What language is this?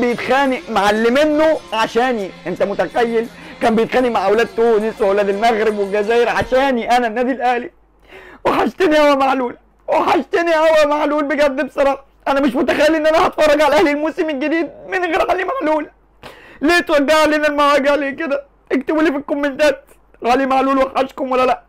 Egyptian Arabic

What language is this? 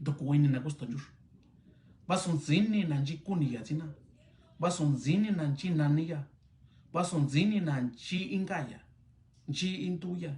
Mixtepec Mixtec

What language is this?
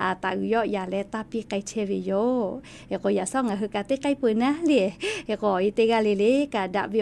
Lahu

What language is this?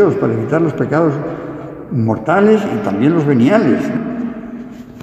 Spanish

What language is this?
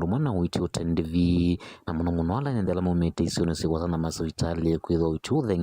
Kamba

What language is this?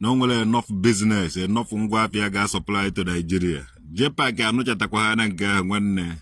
Igbo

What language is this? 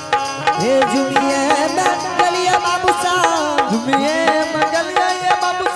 Angika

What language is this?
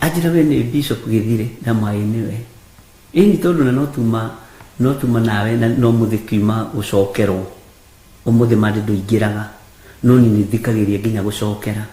Kikuyu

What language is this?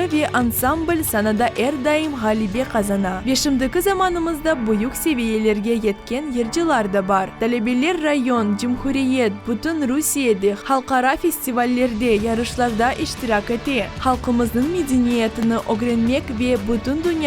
Crimean Tatar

